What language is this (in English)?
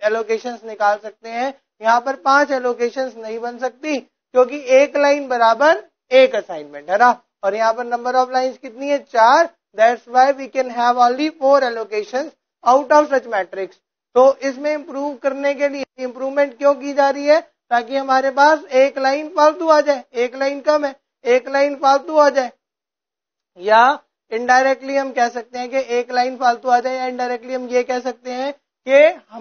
Hindi